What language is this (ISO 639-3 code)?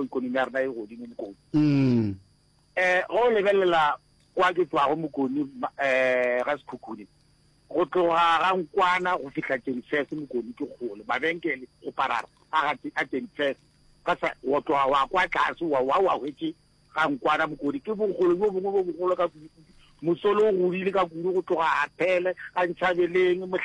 nso